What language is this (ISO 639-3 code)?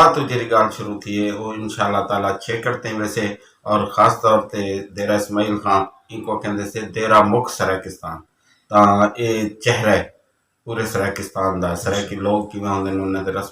skr